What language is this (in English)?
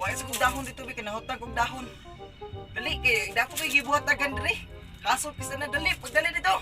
Cebuano